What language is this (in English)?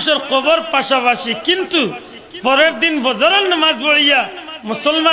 Sylheti